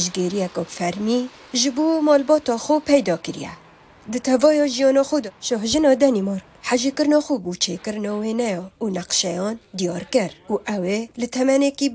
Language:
Kurdish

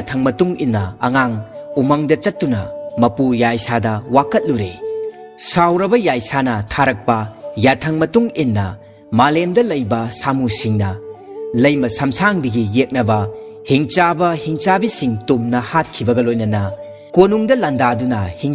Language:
Manipuri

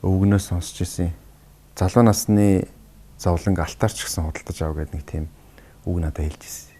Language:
Mongolian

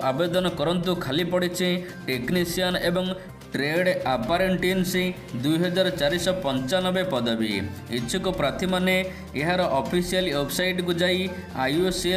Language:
Odia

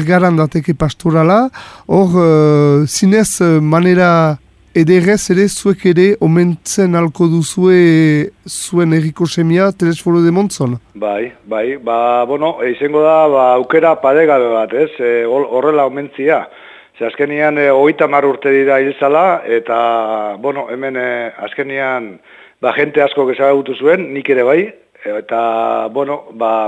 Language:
Basque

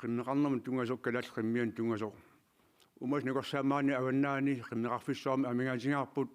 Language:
Kalaallisut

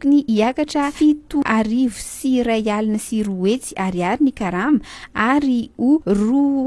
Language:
Malagasy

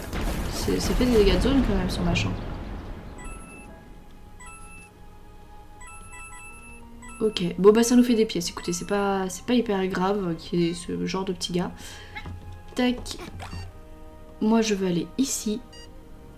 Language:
French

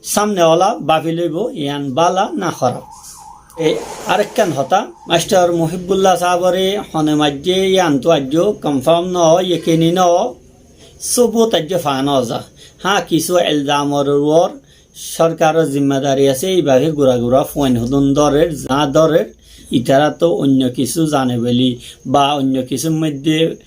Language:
Rohingya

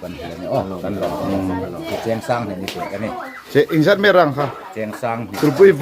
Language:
Hmar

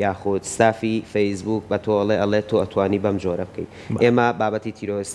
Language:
Central Kurdish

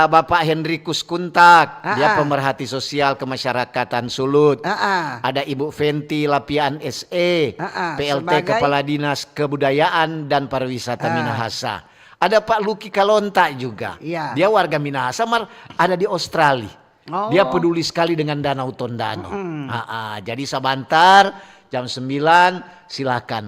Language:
Manado Malay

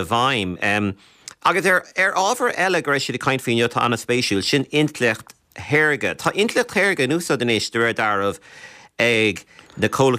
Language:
Irish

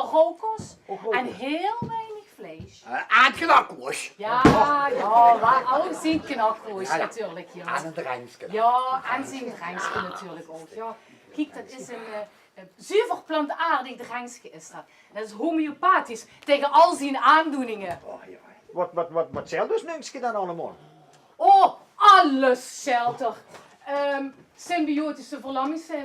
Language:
Limburgish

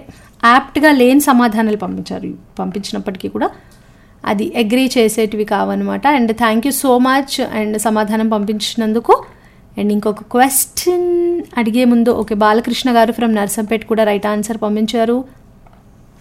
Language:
Telugu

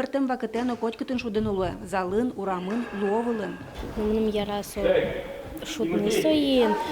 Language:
Udmurt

